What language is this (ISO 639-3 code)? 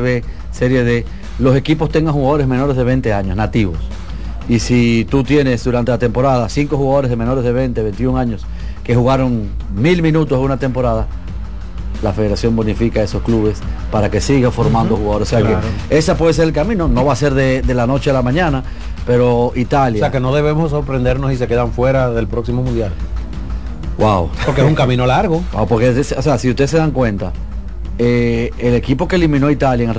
spa